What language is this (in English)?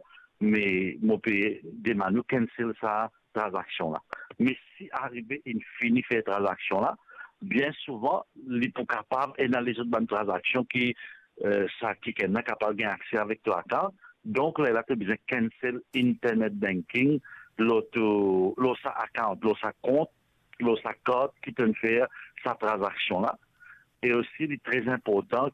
Morisyen